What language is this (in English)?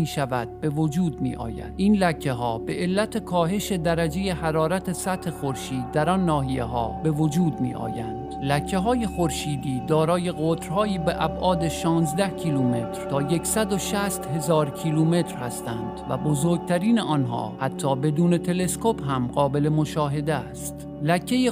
Persian